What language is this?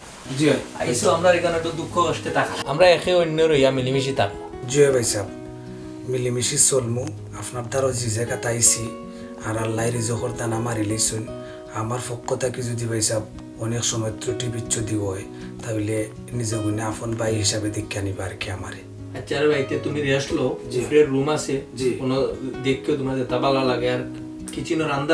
Sylheti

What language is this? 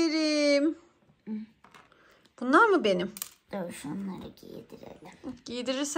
Turkish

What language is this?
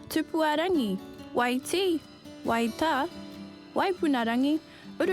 Māori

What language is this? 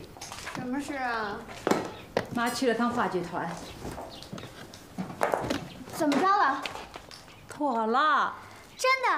Chinese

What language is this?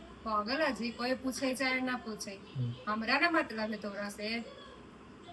Magahi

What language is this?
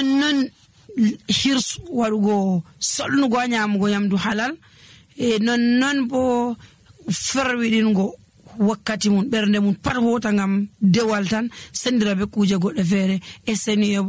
Nigerian Fulfulde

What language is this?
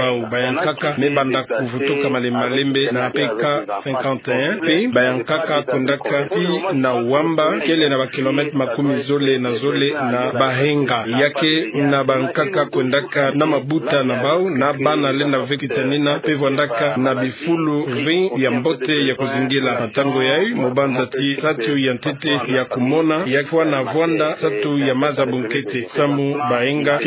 Kituba (Democratic Republic of Congo)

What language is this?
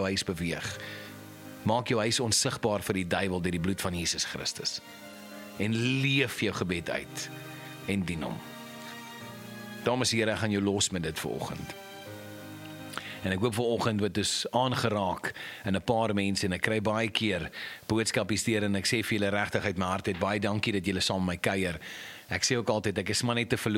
Afrikaans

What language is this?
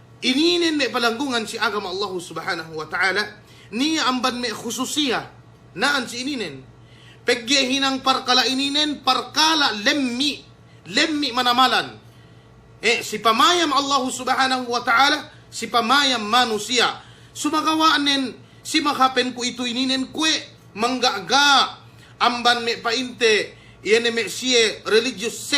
Yakan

